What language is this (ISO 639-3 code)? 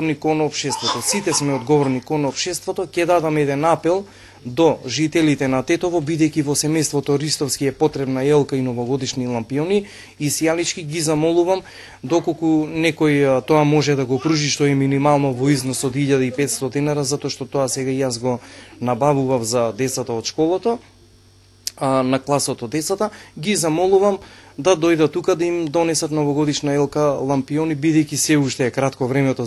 mkd